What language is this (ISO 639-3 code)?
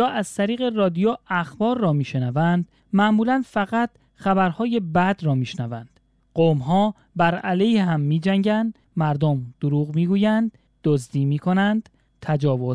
fas